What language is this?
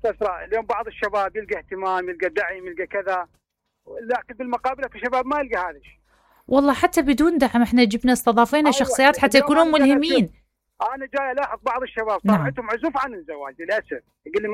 Mesopotamian Arabic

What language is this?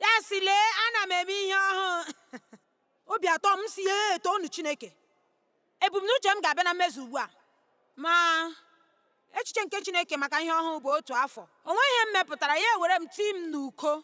Igbo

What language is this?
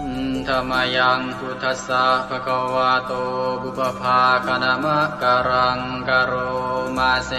Pali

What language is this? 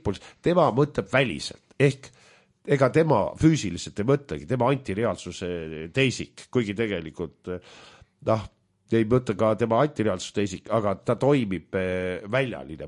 Estonian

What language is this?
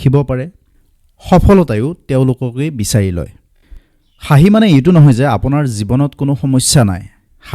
Assamese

